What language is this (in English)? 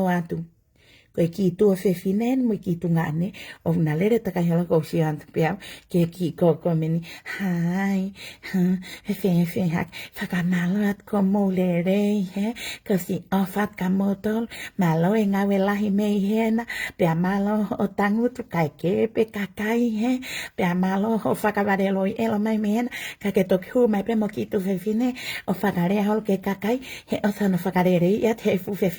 Tongan